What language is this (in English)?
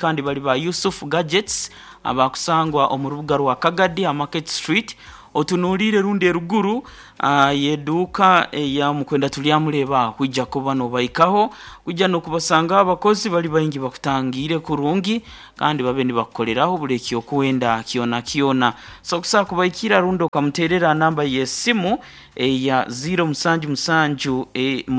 Nyankole